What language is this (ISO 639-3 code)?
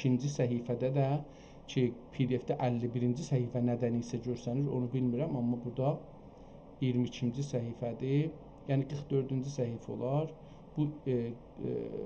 azb